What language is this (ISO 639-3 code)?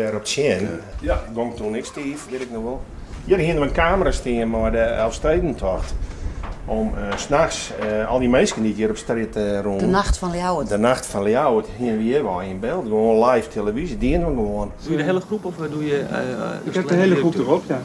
fry